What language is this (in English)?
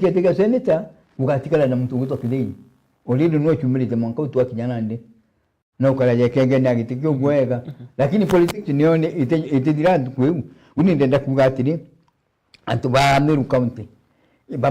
Meru